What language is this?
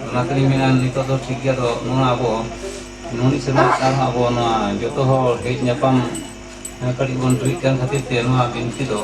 Santali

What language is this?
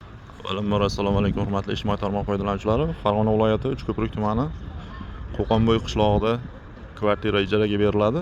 Uzbek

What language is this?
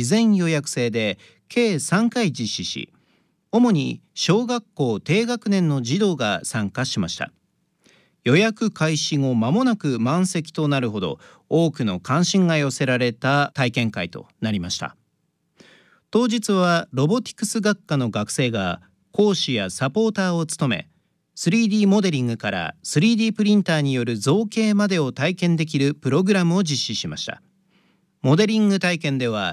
Japanese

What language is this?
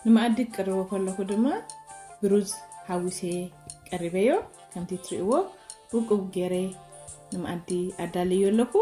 Tigrinya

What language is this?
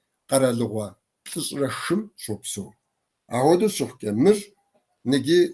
Kabardian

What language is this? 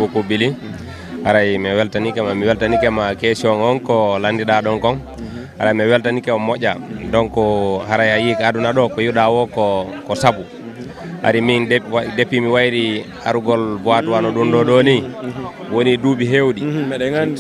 Fula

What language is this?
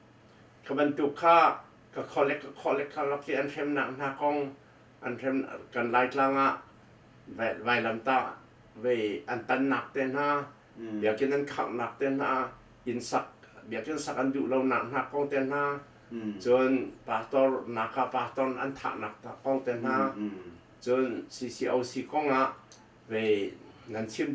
Hakha Chin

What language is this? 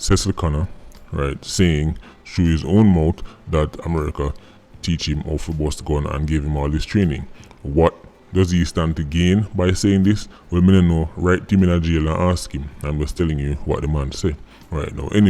Jamaican Creole English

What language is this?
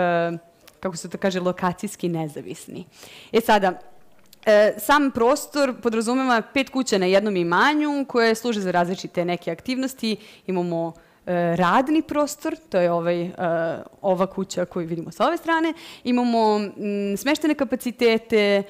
Serbian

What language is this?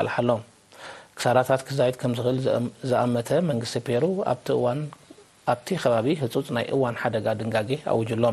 Tigrinya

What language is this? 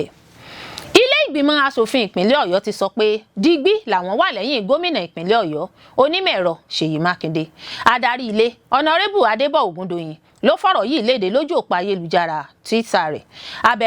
Yoruba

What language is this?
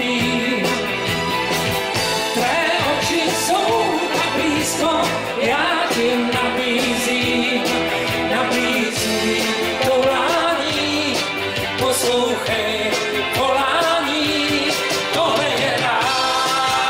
Czech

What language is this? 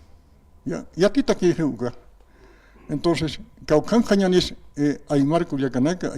Aymara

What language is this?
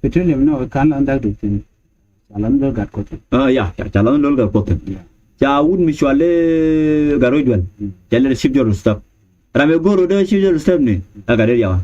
Nuer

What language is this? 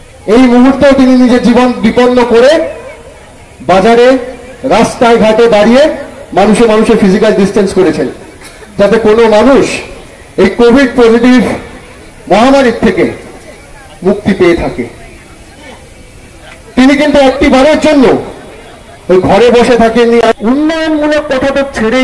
Bangla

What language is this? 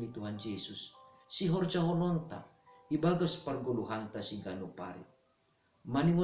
Batak Simalungun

